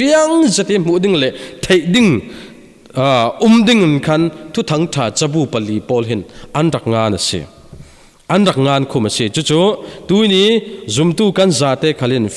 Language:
Falam Chin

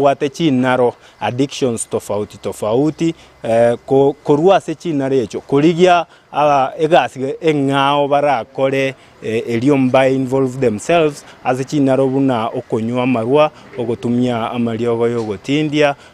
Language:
Gusii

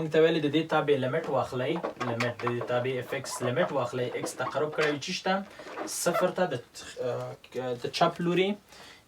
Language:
Pashto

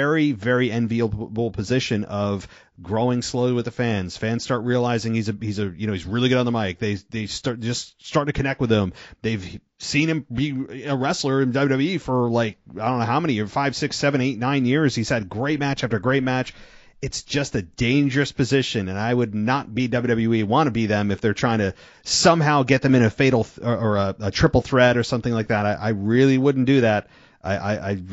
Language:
English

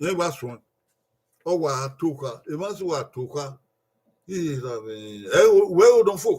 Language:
Bini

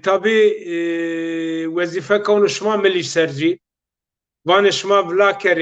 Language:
Zaza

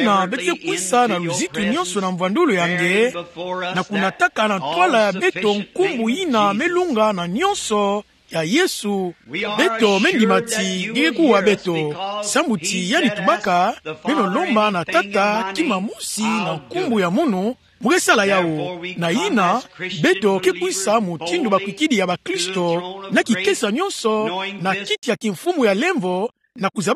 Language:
Kituba (Democratic Republic of Congo)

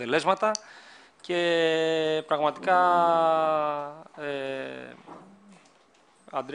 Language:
Greek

